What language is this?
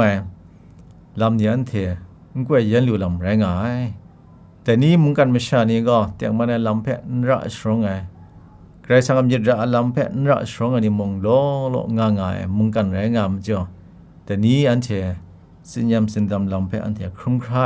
Kachin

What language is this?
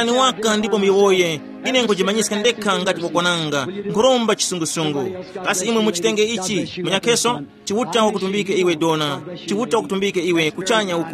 Tumbuka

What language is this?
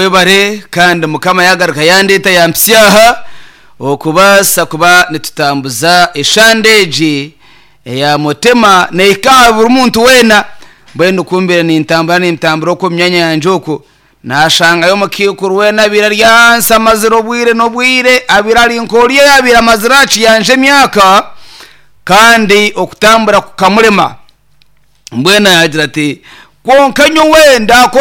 Nyankole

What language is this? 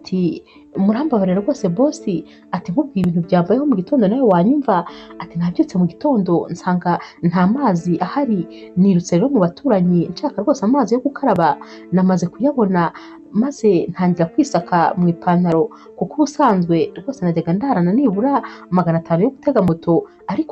Kinyarwanda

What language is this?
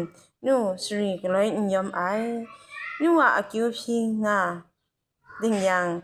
Kachin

